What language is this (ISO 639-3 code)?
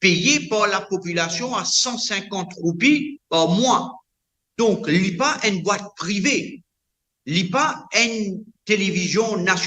mfe